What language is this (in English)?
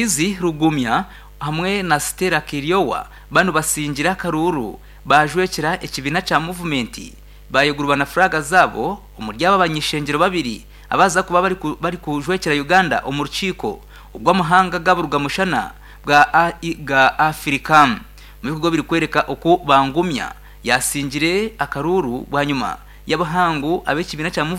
Nyankole